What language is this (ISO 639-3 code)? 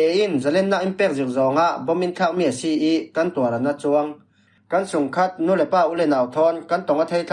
cfm